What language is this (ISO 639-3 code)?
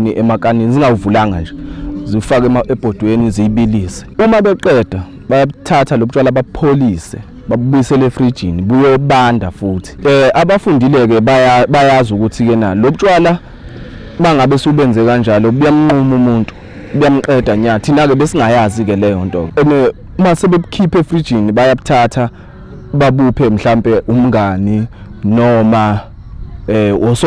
zul